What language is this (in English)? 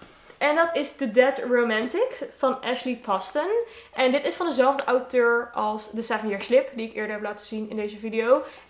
Dutch